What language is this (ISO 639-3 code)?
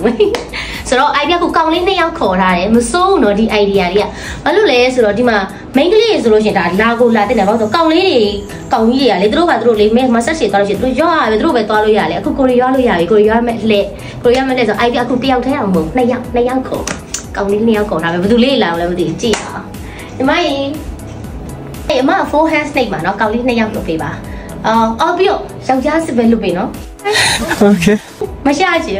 mya